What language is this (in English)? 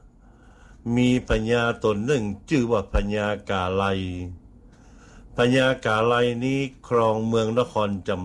Thai